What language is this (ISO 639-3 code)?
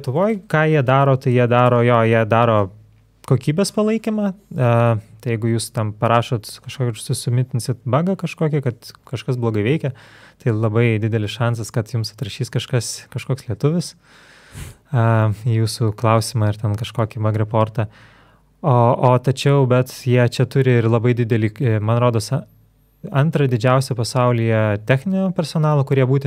lit